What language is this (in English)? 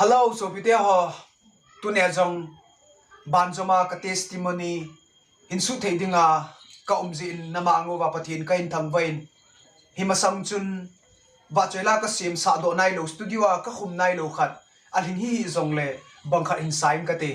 Thado Chin